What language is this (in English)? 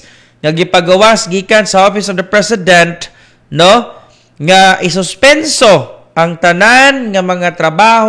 Cebuano